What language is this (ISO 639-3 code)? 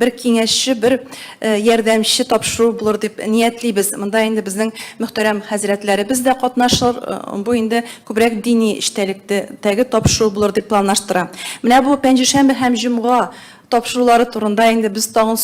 tat